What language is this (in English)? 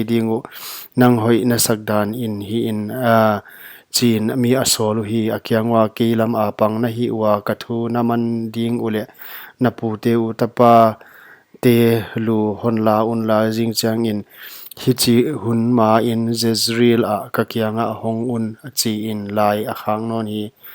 Paite Chin